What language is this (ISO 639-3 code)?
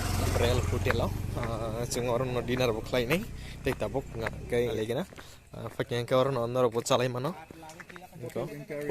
trp